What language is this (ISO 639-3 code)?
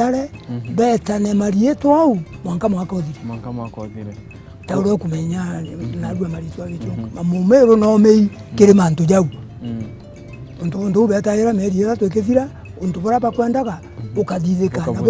mer